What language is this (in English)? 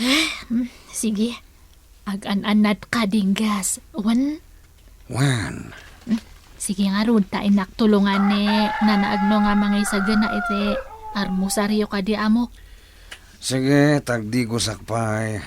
Iloko